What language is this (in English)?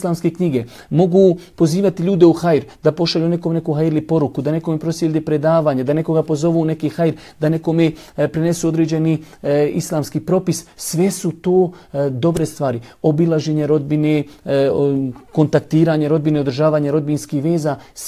Bosnian